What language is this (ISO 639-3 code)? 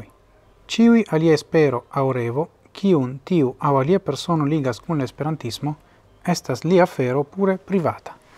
epo